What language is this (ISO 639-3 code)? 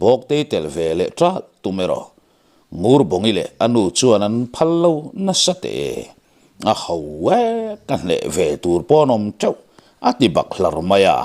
lus